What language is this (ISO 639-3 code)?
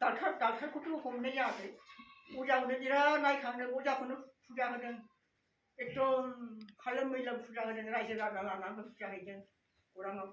brx